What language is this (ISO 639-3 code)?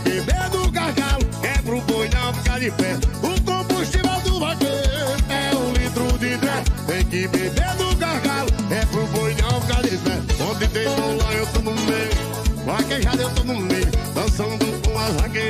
por